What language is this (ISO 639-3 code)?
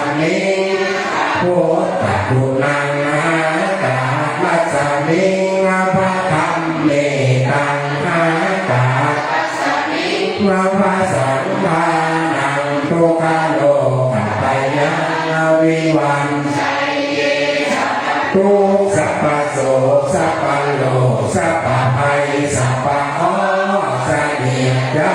pli